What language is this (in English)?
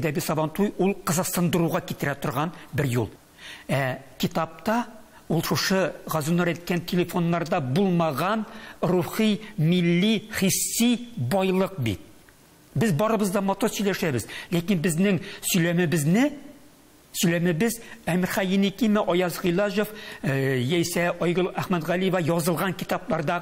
Tatar